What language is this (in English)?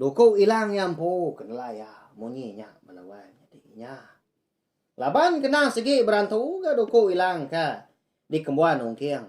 Iban